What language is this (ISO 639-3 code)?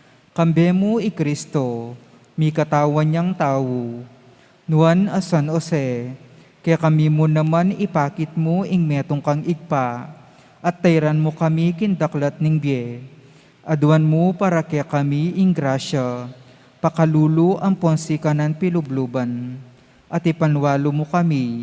pam